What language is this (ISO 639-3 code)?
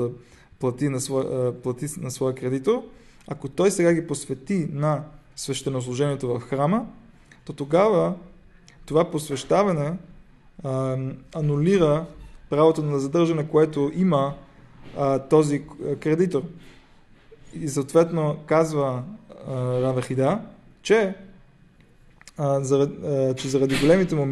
bul